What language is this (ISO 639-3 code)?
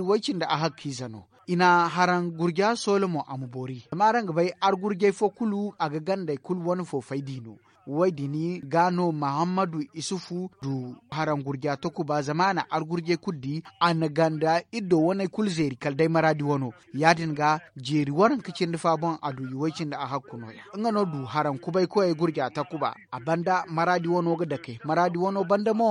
dje